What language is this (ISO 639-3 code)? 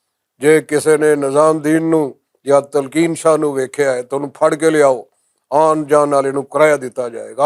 lah